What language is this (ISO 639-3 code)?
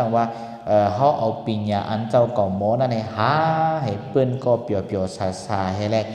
shn